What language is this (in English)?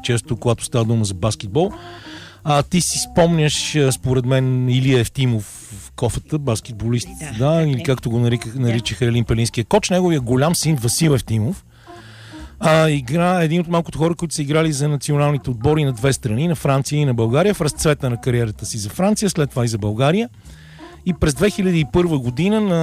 Bulgarian